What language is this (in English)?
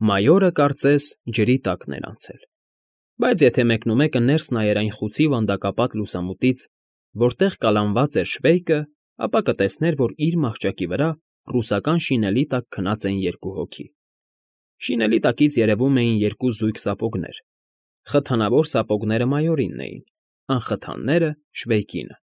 Armenian